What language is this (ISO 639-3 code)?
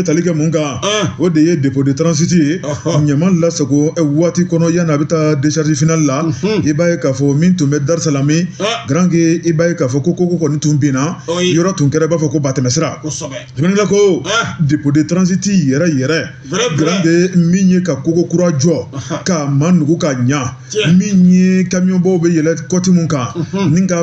bam